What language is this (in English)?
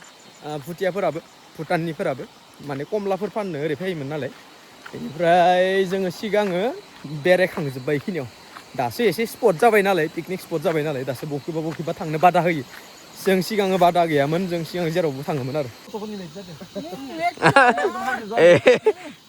Bodo